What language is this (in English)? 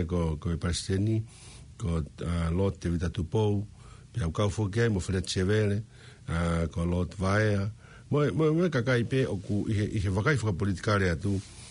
Tongan